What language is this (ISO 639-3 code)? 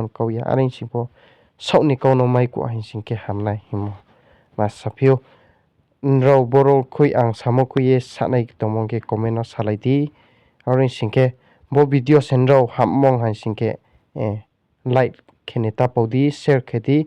ria